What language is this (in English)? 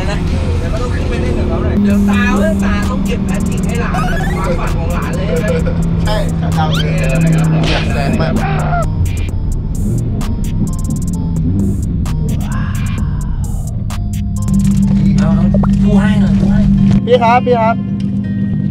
Thai